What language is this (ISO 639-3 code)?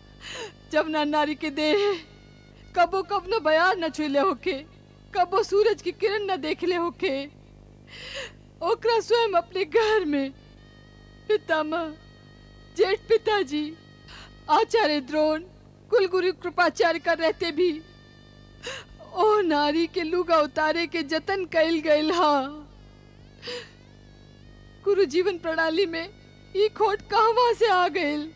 bho